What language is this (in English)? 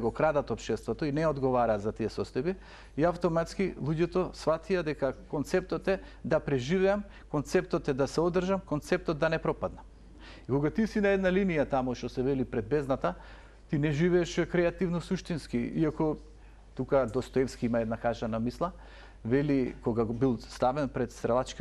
Macedonian